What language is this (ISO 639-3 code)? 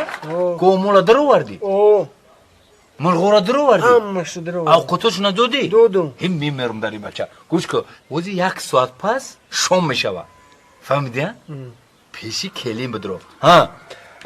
tgk